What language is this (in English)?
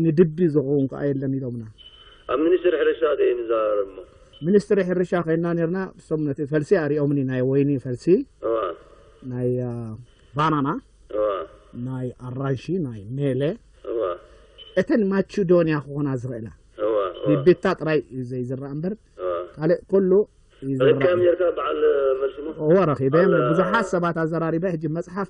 Tigrinya